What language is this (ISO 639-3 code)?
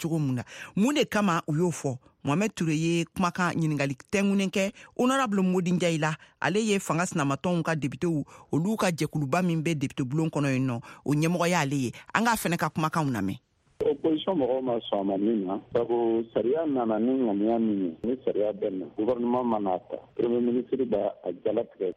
bam